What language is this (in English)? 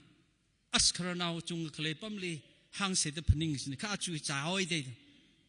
Tangkhul Naga (India)